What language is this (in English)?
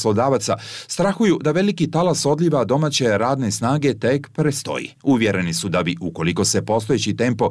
Bosnian